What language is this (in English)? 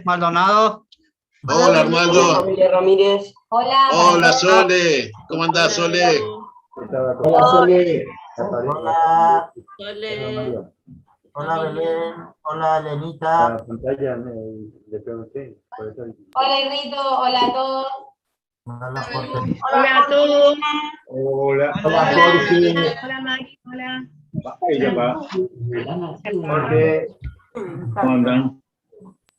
Guarani